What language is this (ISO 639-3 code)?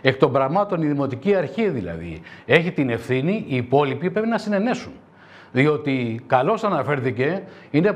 ell